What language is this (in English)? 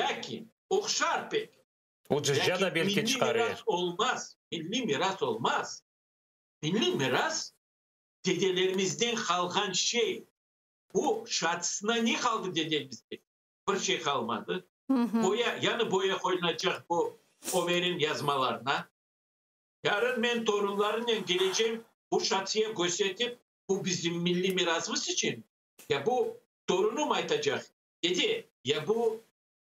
Crimean Tatar